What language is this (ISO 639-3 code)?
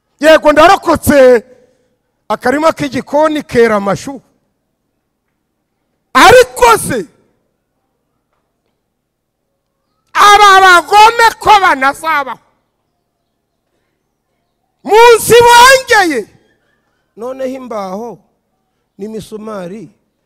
kin